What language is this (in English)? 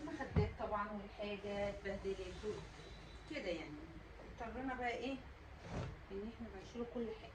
Egyptian Arabic